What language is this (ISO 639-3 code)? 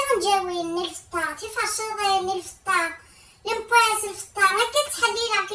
kab